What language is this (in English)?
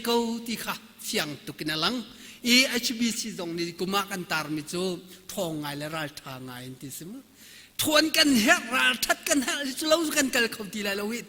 Hakha Chin